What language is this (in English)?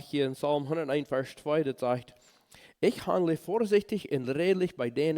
Plautdietsch